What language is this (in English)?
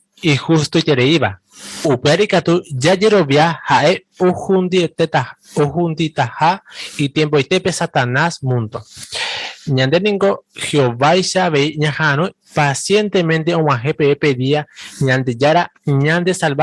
Guarani